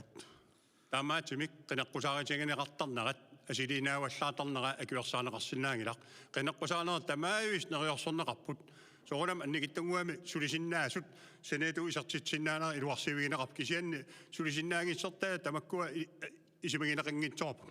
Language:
Kalaallisut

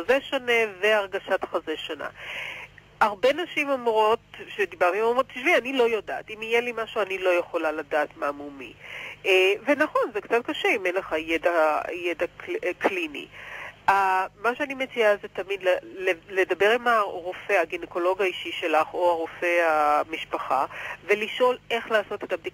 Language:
Hebrew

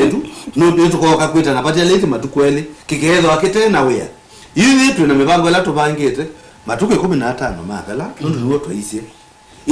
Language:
Kamba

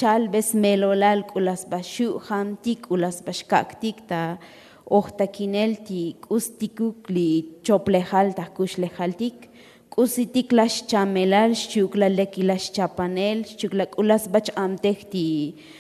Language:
Tzotzil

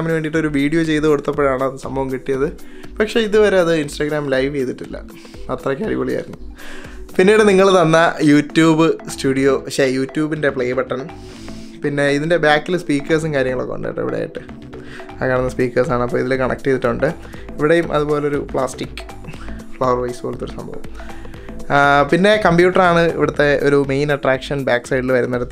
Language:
Malayalam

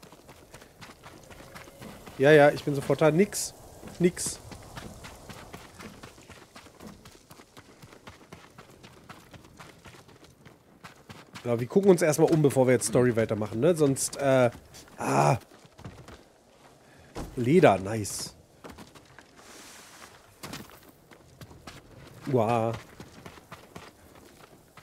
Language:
German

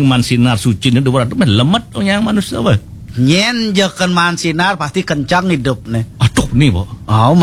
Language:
Balinese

